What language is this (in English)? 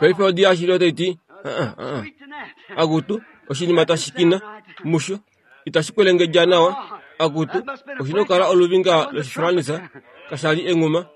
Kuanyama